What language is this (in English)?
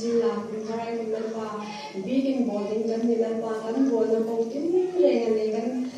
Hmar